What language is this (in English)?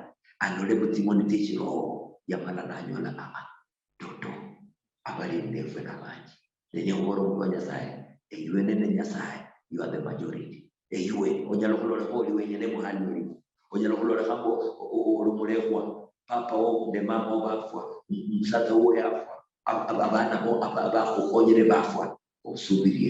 Luyia